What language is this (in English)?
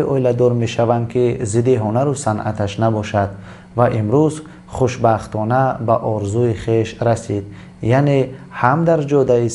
Tajik